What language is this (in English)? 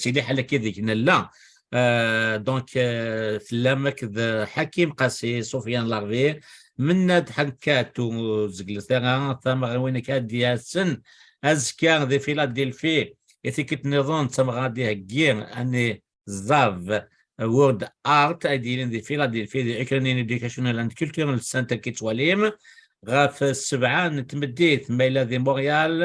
Kabyle